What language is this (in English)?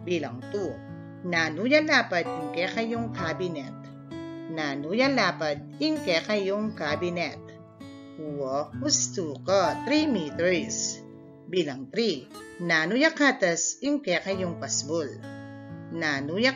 Pampanga